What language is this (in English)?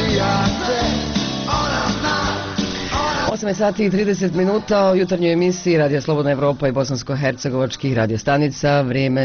Bosnian